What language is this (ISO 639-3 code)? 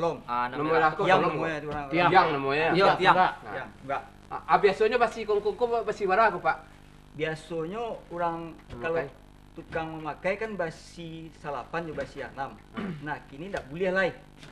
min